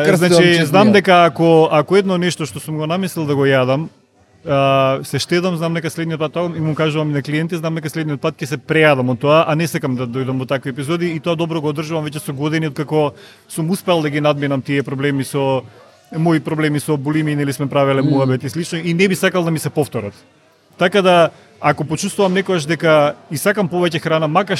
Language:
Macedonian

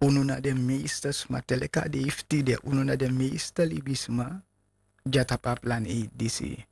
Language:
Sranan Tongo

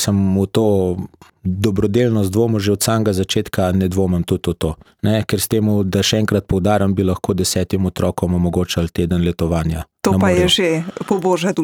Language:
Slovenian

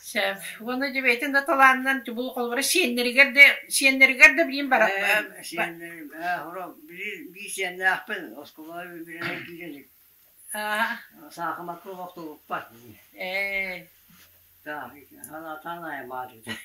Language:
Yakut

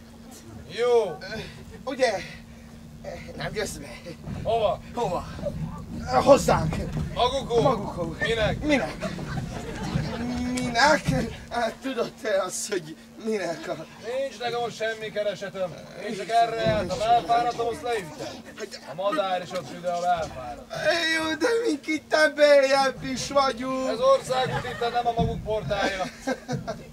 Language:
Hungarian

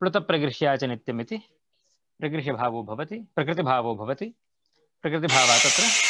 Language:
Sanskrit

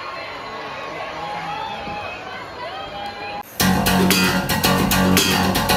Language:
Indonesian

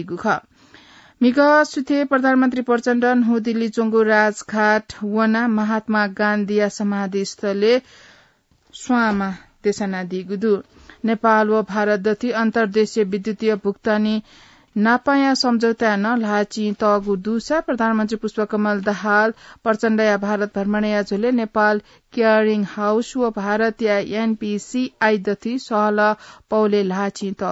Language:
Newari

